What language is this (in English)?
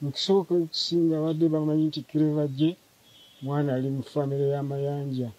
Ganda